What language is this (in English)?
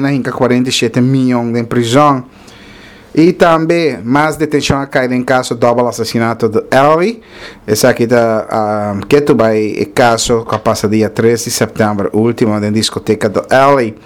Papiamento